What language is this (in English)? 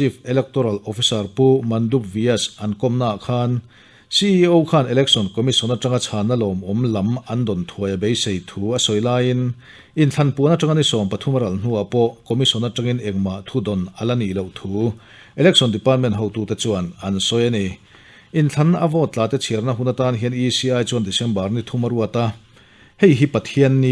Mizo